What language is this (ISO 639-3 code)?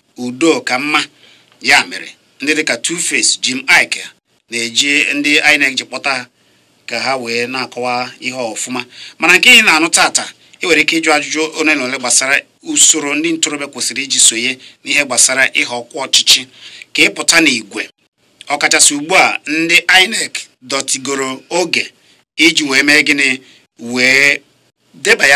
ibo